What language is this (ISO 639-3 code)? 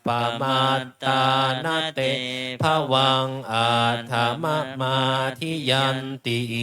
pli